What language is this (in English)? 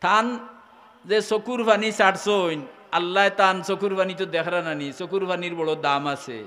Sylheti